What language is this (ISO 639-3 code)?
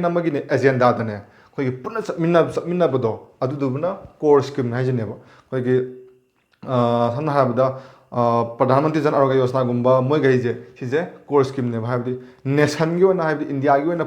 mni